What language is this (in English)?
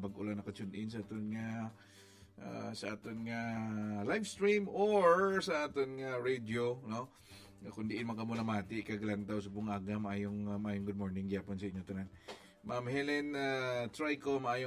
Hiligaynon